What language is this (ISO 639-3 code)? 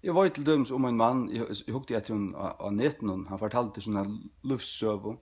fao